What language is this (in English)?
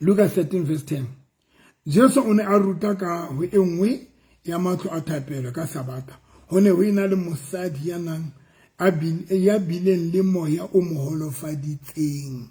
Southern Sotho